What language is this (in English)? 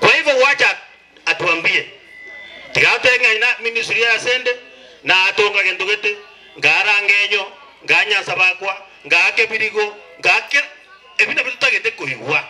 Gusii